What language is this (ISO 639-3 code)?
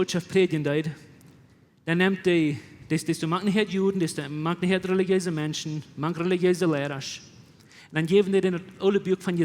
pdt